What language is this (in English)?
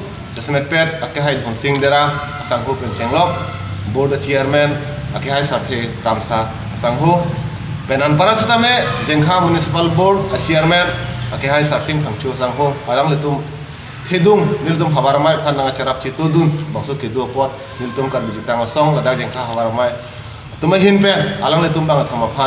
Karbi